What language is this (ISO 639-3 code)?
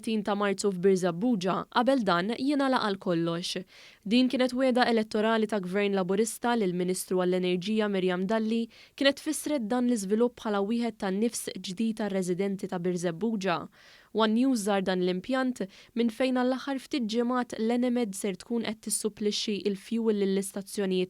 mlt